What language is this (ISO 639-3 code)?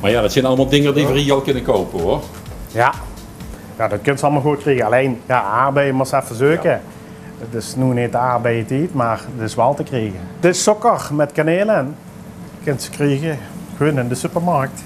lim